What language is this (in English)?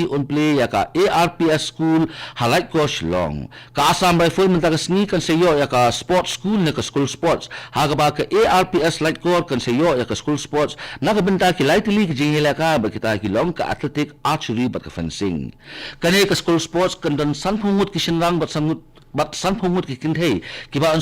Khasi